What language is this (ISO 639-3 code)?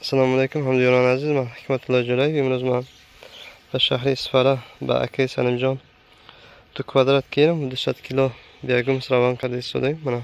tgk